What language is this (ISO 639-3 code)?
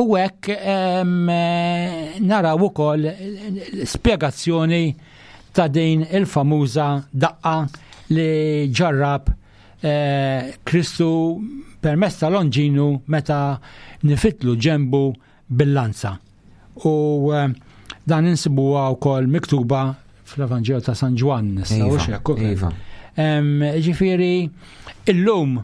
mlt